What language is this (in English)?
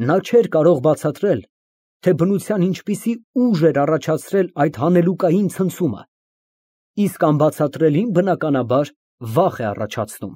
Armenian